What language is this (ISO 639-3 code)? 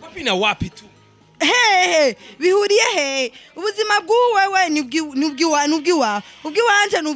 run